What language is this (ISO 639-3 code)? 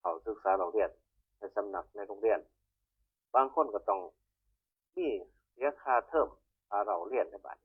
tts